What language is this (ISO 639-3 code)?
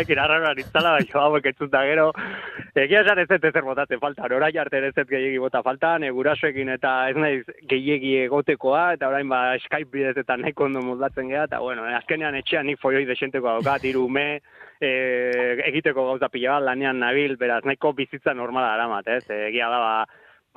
eus